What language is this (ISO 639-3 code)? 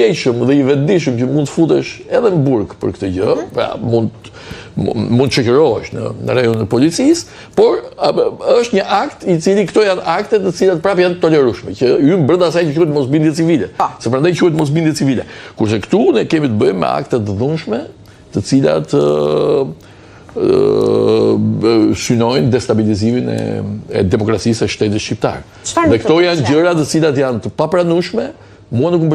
sqi